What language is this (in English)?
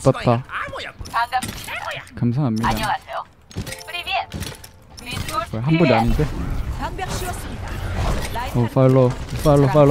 Korean